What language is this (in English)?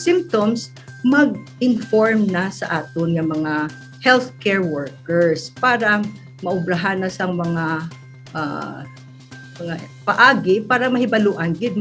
Hiligaynon